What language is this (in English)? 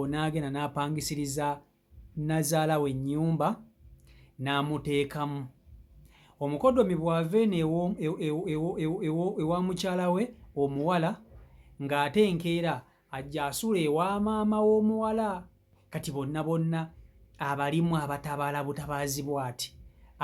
Ganda